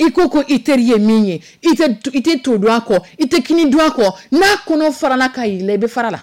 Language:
Dyula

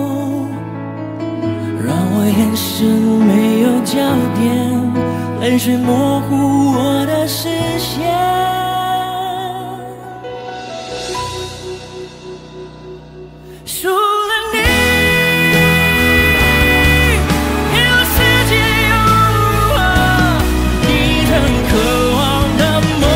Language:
Chinese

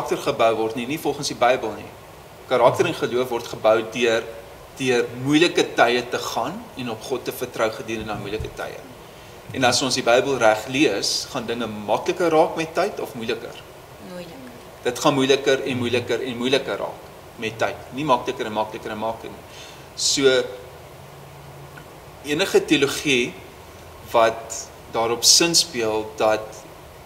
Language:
Afrikaans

